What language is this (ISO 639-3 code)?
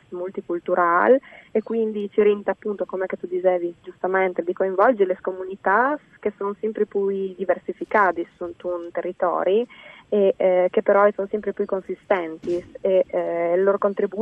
fur